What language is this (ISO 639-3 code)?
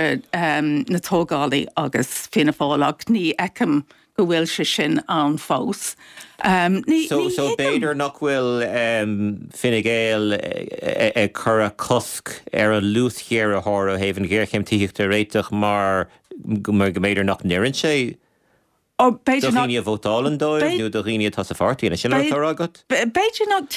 gle